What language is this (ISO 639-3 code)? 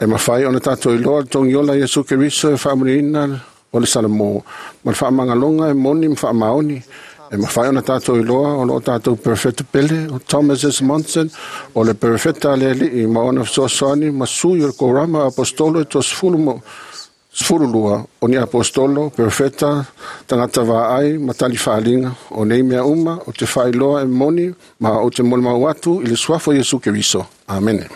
smo